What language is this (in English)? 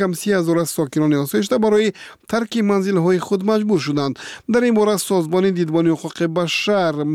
Tajik